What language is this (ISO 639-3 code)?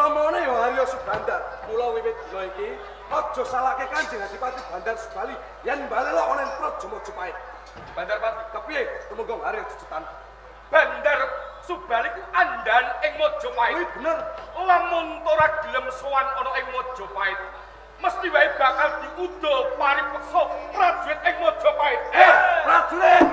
jav